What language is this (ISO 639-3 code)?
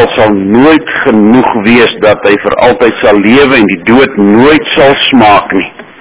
afr